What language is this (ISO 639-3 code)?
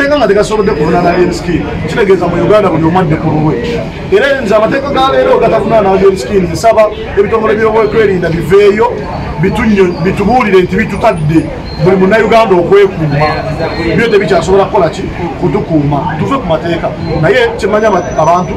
lug